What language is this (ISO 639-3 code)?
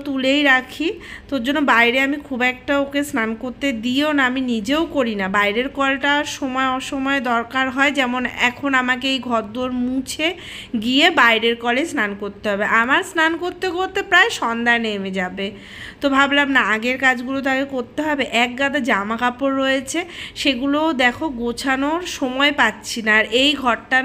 ben